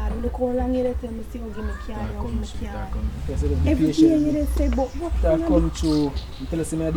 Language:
Jamaican Creole English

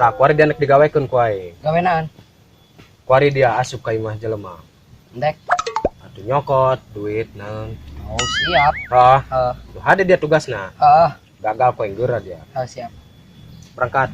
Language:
Sundanese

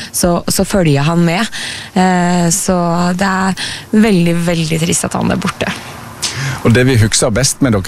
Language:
Norwegian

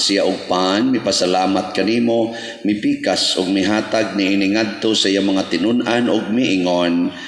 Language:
Cebuano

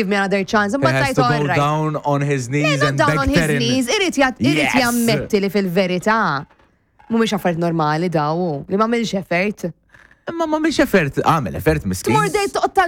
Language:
Maltese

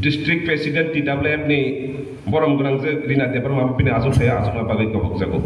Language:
Kok Borok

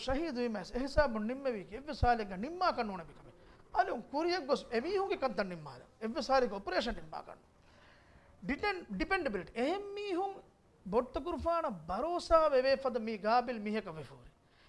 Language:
Divehi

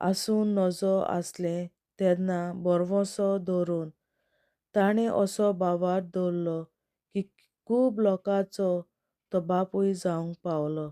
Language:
Konkani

